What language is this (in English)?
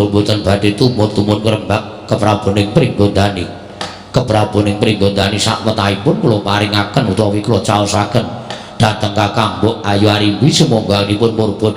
Javanese